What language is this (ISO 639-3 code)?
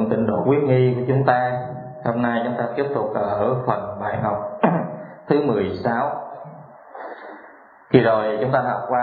vie